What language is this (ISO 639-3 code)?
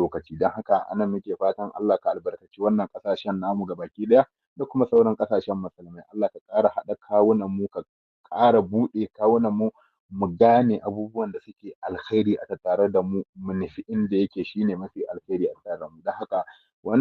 hau